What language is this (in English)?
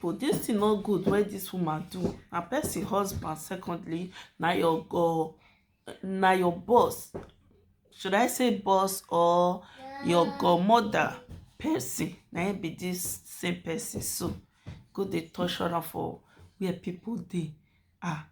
Nigerian Pidgin